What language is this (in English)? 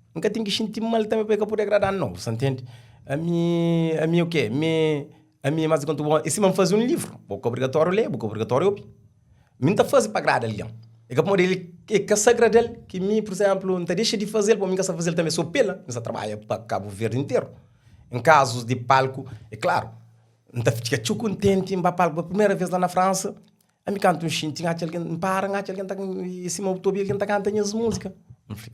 Kabuverdianu